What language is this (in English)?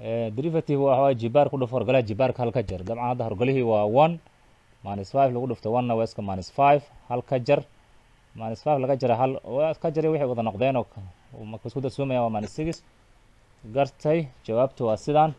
Somali